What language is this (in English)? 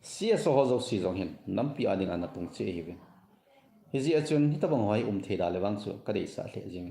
Thado Chin